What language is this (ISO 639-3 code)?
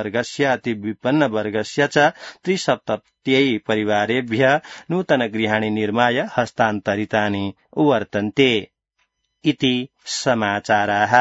san